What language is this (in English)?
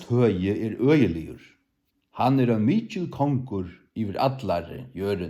Faroese